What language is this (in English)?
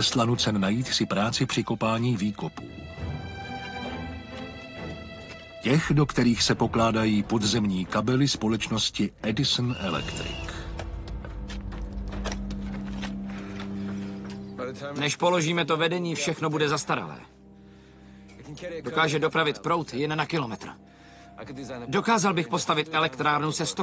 Czech